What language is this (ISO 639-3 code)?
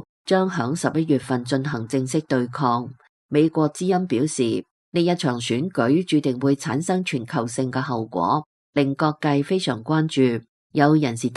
yue